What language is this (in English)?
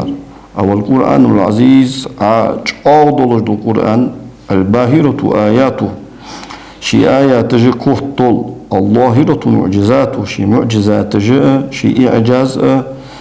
Ingush